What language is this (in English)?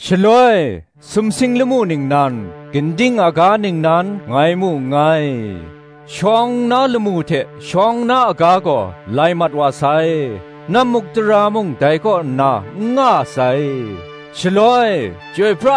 Kachin